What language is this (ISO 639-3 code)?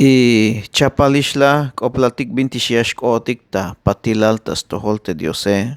tzh